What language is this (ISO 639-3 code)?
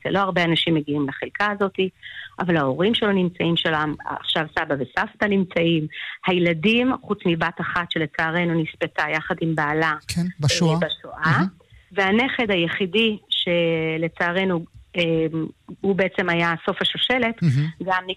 heb